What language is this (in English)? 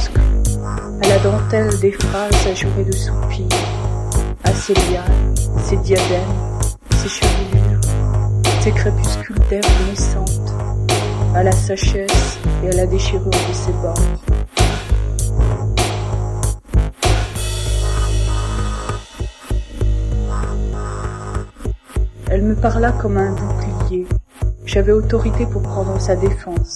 French